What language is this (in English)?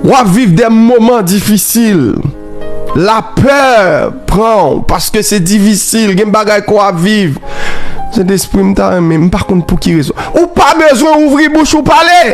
Haitian Creole